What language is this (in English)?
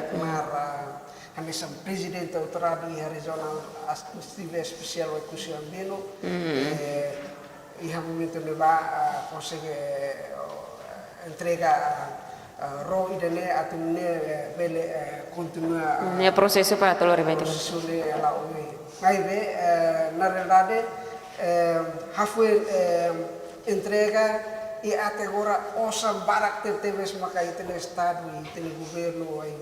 Tetum